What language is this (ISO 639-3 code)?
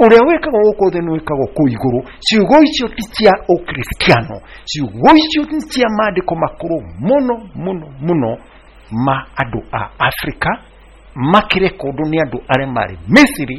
kik